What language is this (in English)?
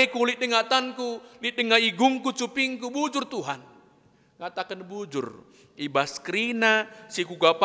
Batak Karo